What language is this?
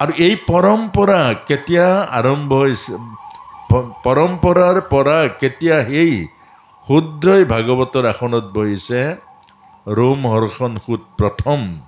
Assamese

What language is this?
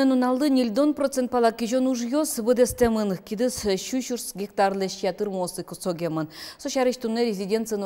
Udmurt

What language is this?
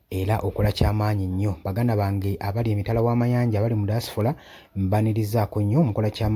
Ganda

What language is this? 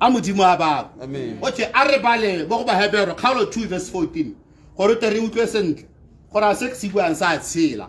Tswana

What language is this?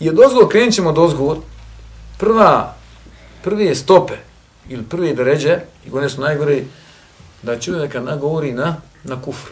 Serbian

